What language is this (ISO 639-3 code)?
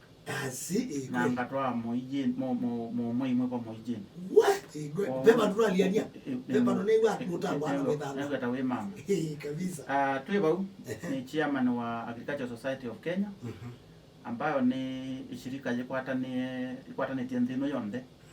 kam